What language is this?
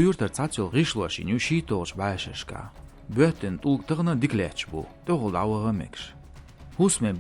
Chechen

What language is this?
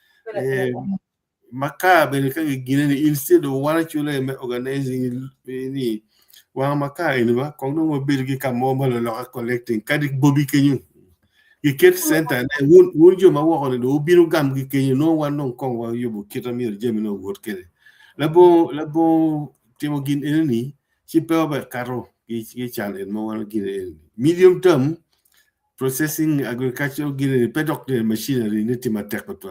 Acoli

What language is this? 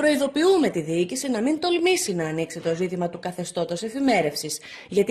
Greek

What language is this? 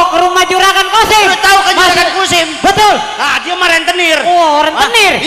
Betawi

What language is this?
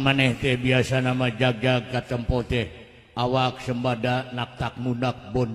Sundanese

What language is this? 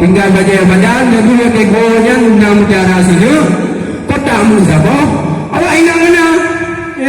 Achinese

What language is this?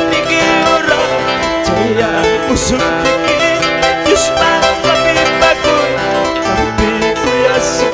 Quechua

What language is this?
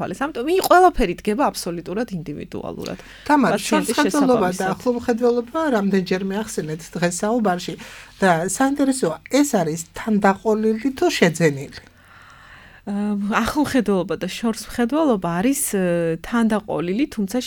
Georgian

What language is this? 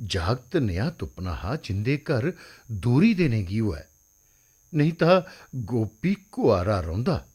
Dogri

